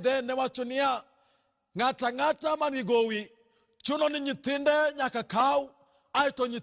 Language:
Luo (Kenya and Tanzania)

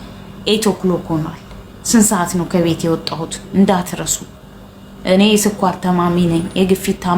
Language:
Amharic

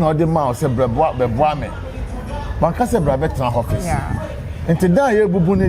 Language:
Akan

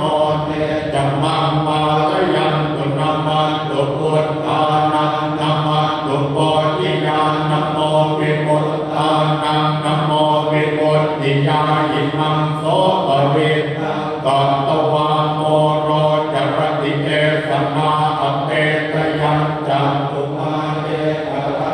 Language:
Pali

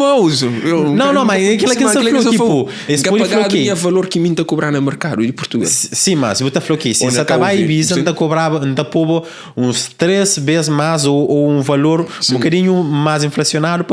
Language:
Kabuverdianu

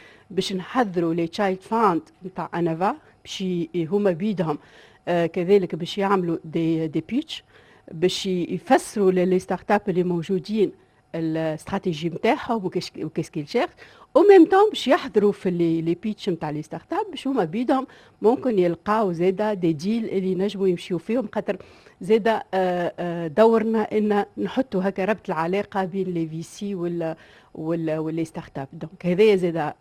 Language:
Tunisian Arabic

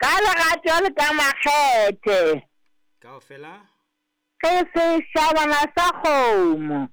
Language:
Southern Sotho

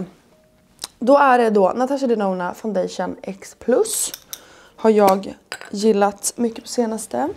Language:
Swedish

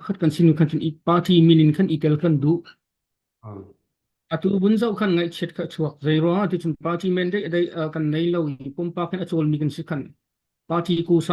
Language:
Hakha Chin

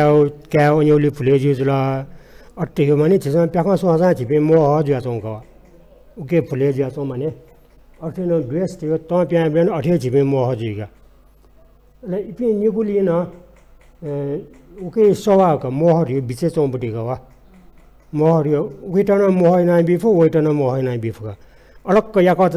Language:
Newari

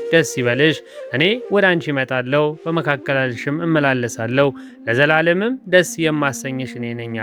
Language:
Amharic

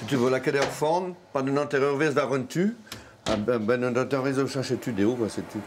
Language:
Breton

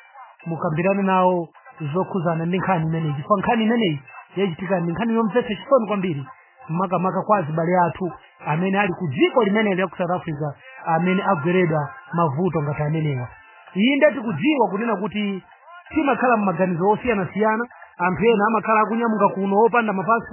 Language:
Nyanja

